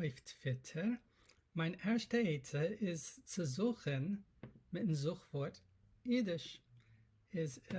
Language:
Yiddish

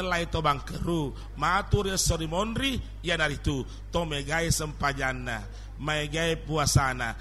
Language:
Buginese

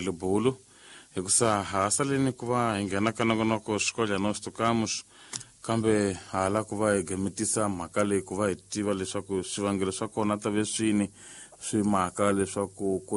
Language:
Tsonga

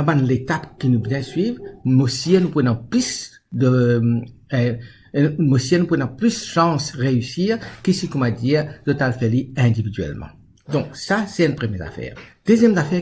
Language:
Morisyen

